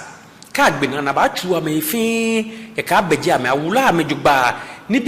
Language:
Ga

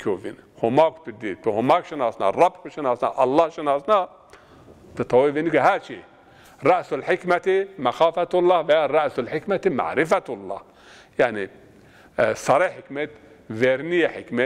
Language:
Zaza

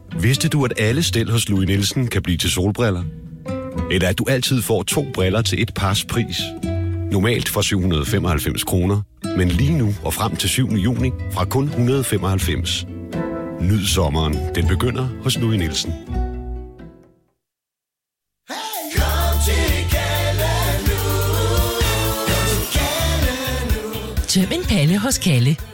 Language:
Danish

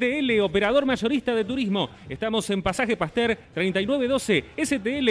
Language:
Spanish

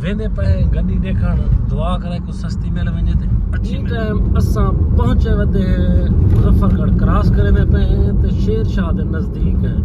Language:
Saraiki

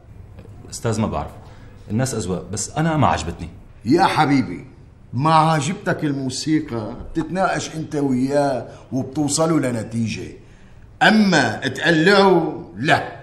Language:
North Levantine Arabic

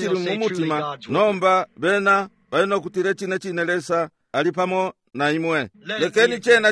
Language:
Bemba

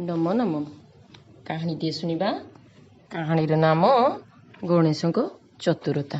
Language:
Odia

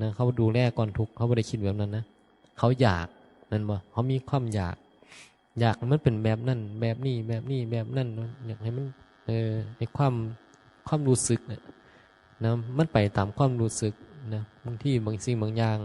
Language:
Northeastern Thai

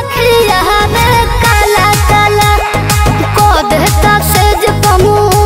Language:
Bhojpuri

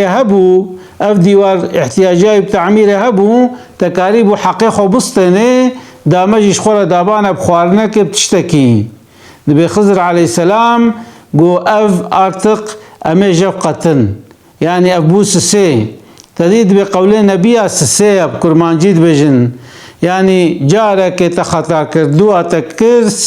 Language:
Kurdish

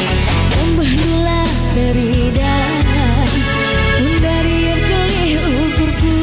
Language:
Batak Karo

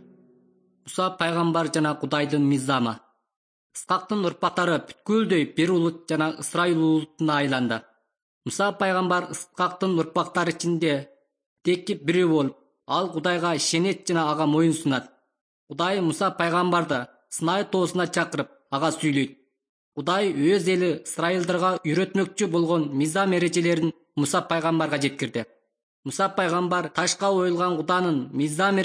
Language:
Kyrgyz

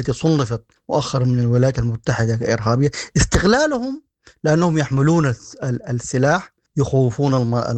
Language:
Sudanese Arabic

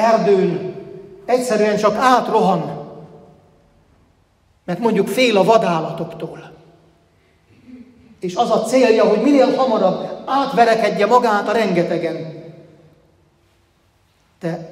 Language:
Hungarian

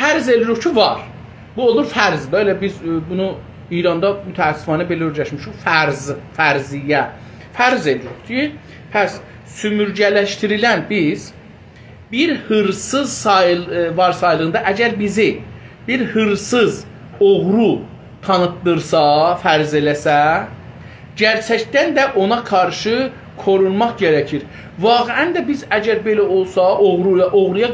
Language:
South Azerbaijani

